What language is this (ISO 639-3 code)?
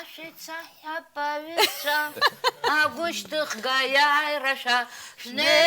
abk